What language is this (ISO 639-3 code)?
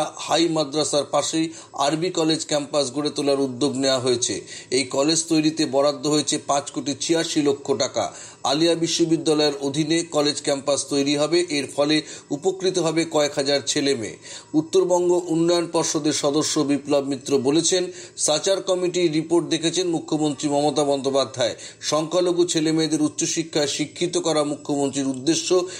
ben